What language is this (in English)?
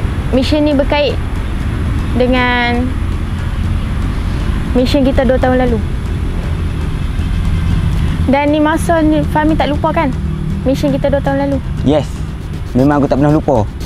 Malay